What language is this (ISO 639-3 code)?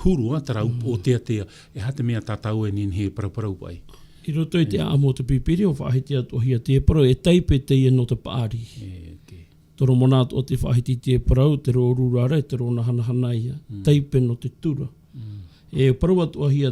tah